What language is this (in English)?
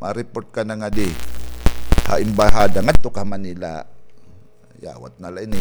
Waray